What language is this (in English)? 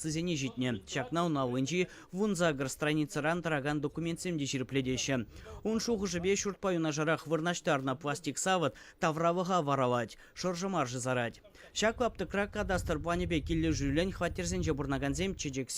Chuvash